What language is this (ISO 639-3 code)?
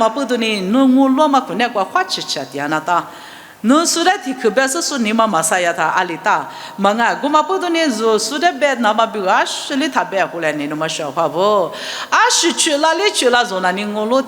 lis